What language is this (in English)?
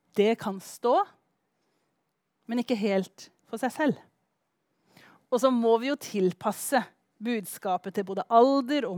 Norwegian